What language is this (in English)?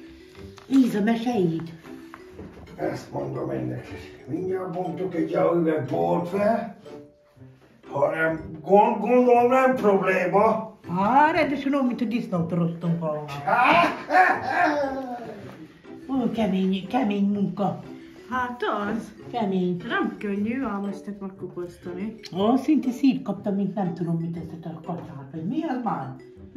Hungarian